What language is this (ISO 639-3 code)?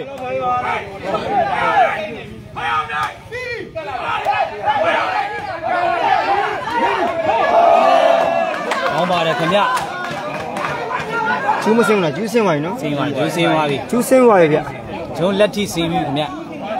mya